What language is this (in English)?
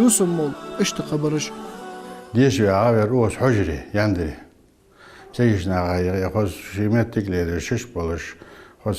Ingush